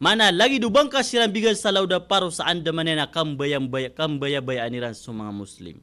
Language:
Maranao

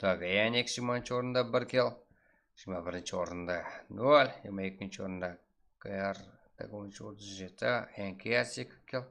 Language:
Kara-Kalpak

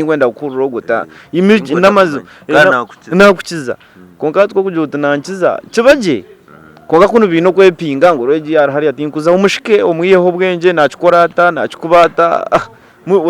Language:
Nyankole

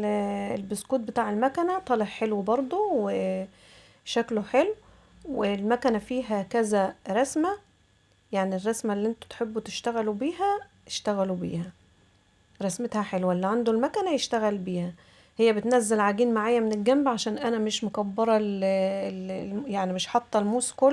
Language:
Egyptian Arabic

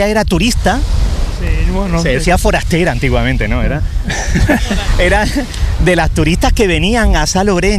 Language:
Spanish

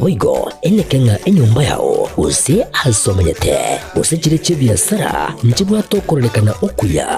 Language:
Gusii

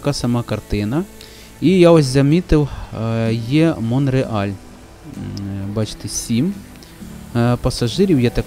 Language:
Ukrainian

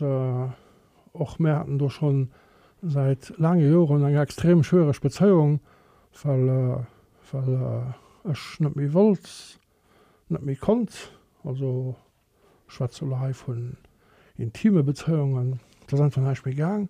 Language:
Luxembourgish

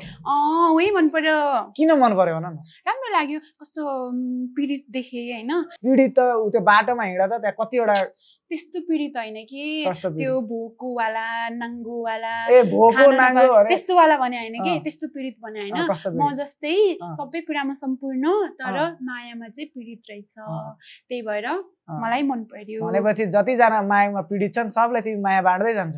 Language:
Nepali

